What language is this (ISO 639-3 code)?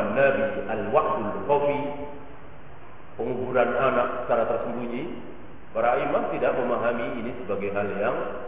ind